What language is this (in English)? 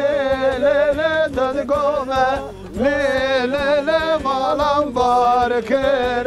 Zaza